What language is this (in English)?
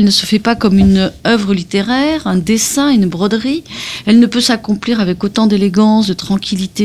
French